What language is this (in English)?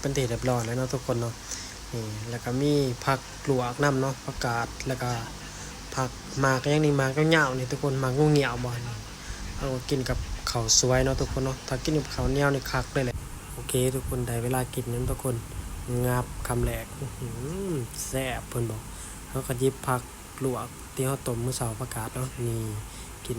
Lao